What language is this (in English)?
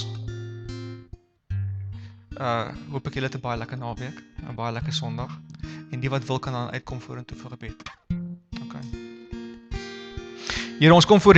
Afrikaans